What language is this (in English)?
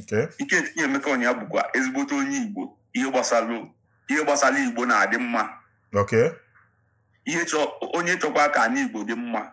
Igbo